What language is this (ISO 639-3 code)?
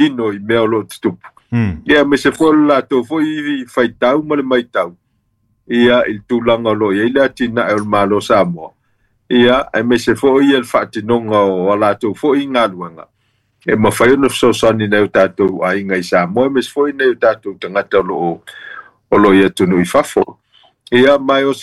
smo